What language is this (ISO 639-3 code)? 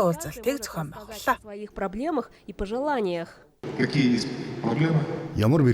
mon